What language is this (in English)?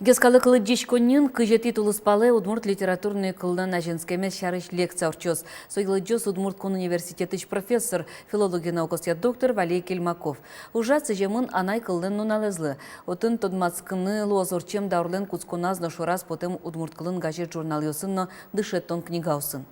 Udmurt